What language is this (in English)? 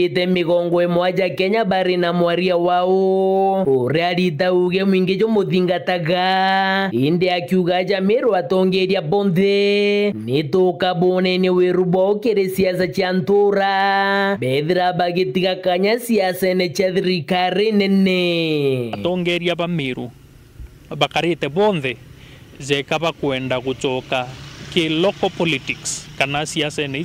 Meru